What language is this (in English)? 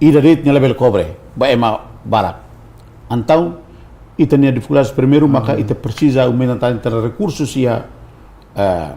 Tetum